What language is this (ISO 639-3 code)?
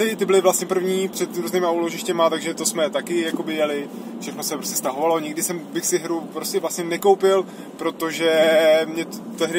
ces